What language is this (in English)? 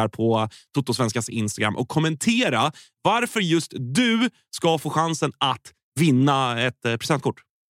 Swedish